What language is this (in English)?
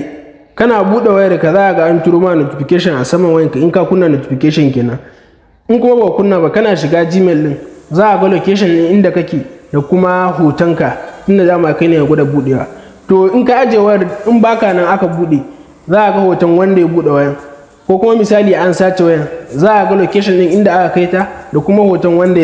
Hausa